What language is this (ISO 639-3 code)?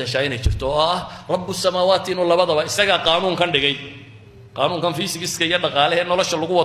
som